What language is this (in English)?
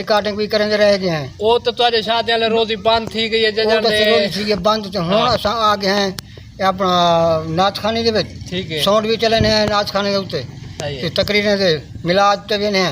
Saraiki